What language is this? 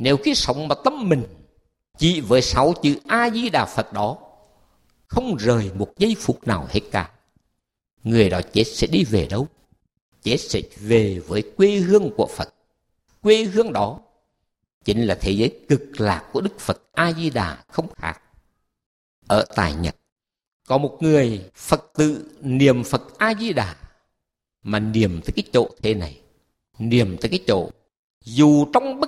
Vietnamese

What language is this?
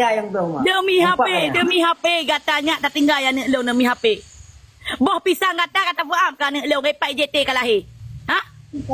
Achinese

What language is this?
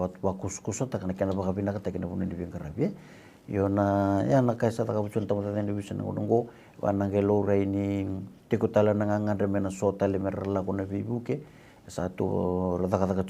Fijian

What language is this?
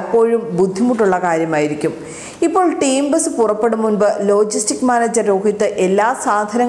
Malayalam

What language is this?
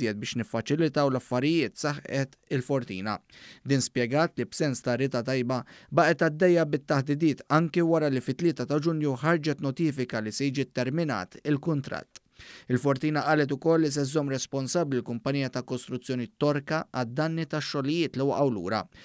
Maltese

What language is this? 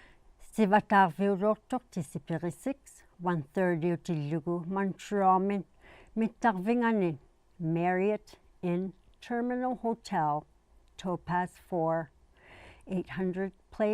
Inuktitut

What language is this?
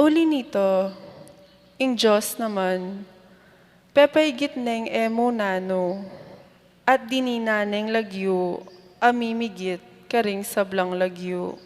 Pampanga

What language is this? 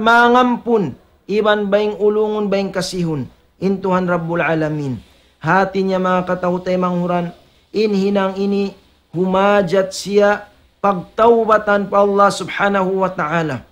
Tausug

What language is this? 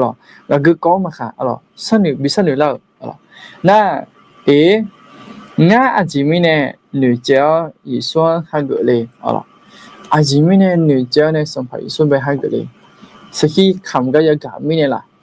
Akha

